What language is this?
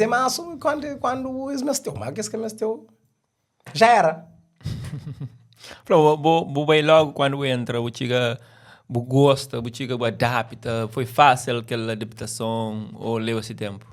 Kabuverdianu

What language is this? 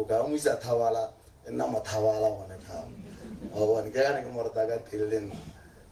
Tswana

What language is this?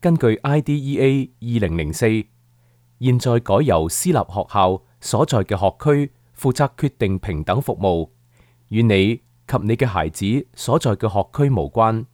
Cantonese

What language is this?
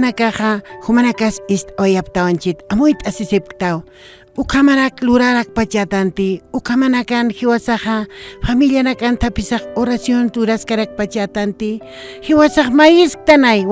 Aymara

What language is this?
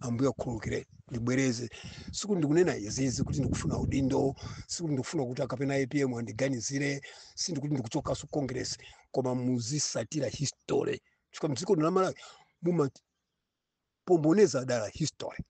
Nyanja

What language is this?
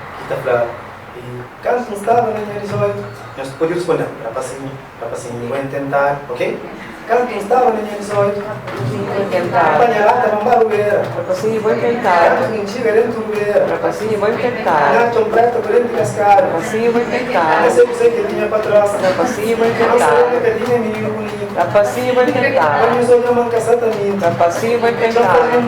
Kabuverdianu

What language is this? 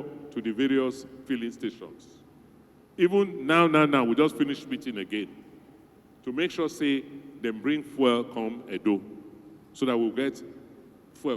Nigerian Pidgin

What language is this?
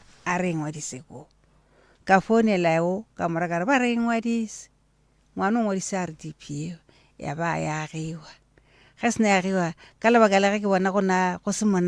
Northern Sotho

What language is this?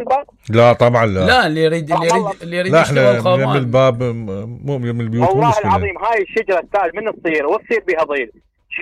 Mesopotamian Arabic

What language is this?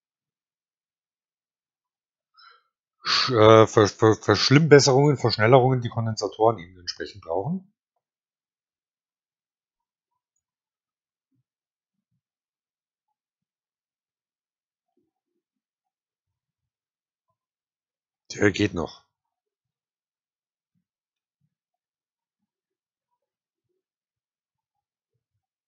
German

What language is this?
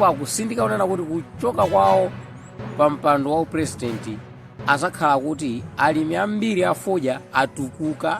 Nyanja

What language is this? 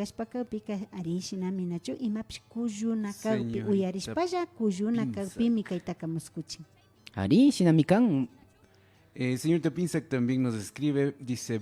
Imbabura Highland Quichua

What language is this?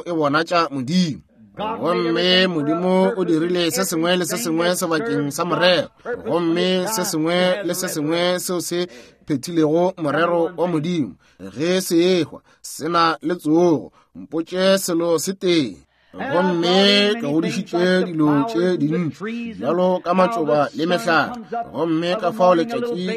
Northern Sotho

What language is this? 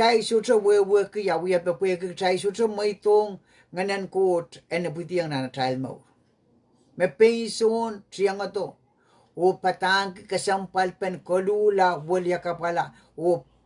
Pohnpeian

